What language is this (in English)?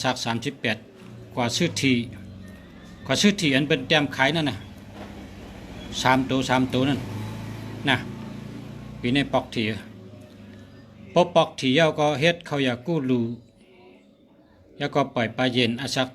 Shan